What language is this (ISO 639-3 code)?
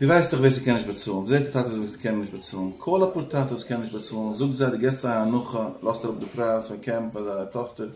yid